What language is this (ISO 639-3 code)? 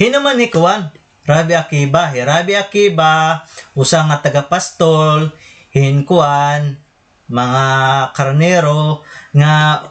war